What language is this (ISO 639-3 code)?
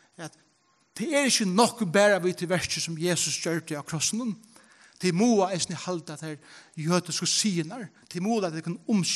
fao